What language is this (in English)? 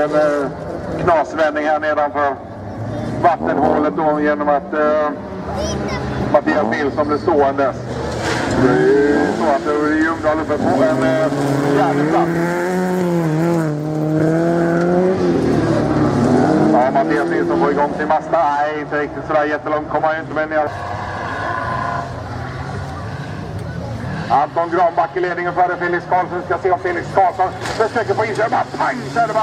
Swedish